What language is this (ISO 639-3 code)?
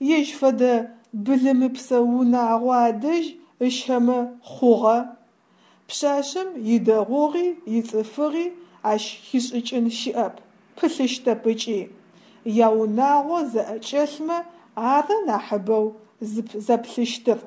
ady